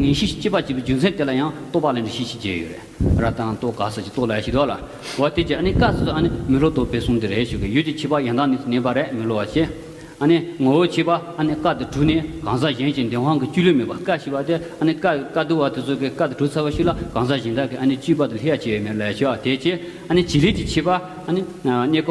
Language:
Tibetan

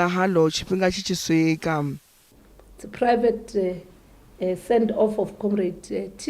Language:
Venda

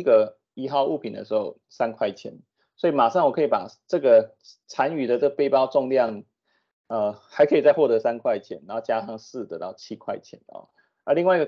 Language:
Chinese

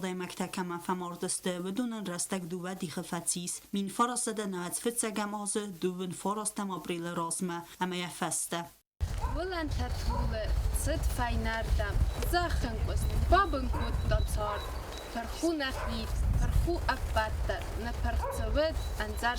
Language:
Ossetic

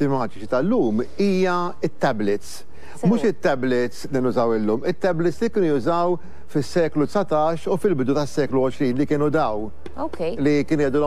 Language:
Maltese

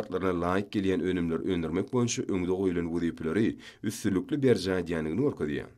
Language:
Turkmen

